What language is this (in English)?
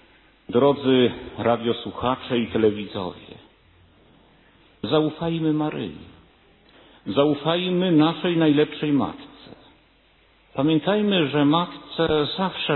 Polish